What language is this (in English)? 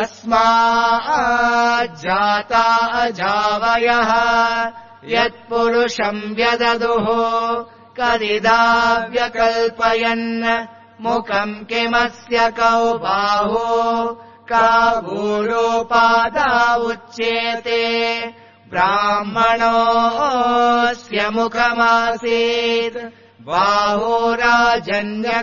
Sanskrit